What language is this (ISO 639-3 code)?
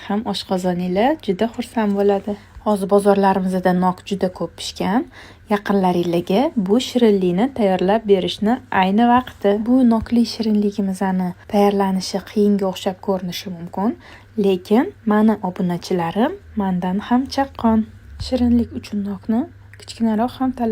uzb